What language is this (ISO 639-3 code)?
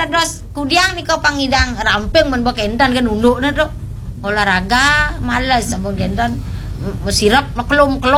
ban